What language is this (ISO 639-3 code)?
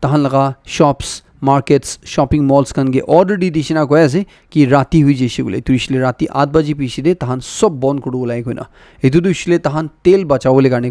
nag